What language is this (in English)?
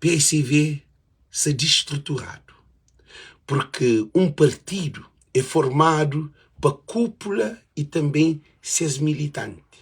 Kabuverdianu